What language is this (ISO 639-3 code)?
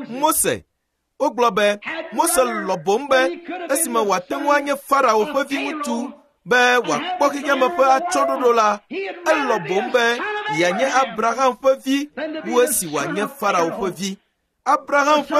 ewe